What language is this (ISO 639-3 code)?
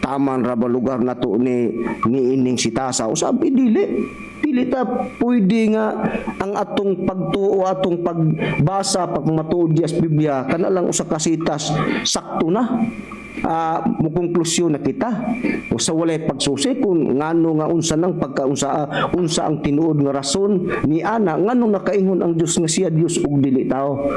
ceb